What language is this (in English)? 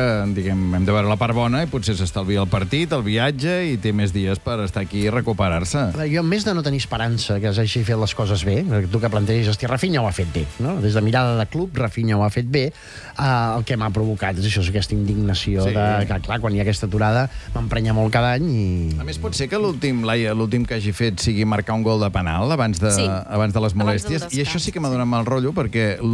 Catalan